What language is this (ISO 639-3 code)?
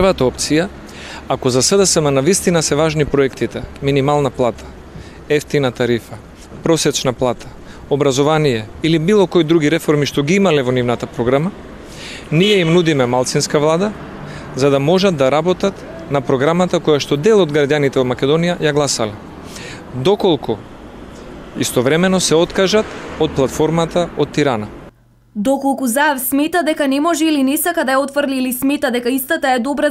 mkd